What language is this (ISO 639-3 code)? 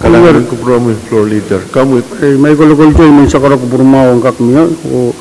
pon